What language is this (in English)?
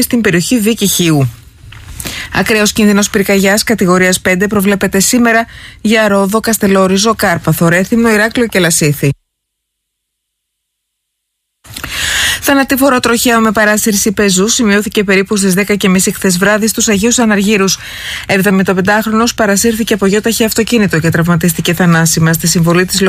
Greek